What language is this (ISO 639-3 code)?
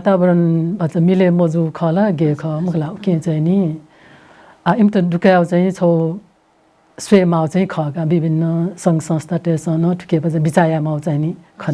new